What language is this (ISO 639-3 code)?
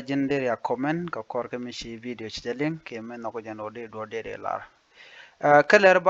nus